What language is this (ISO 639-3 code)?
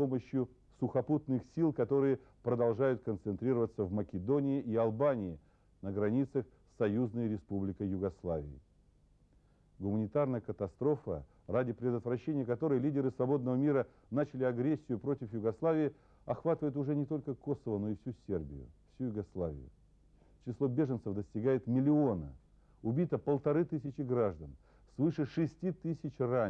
rus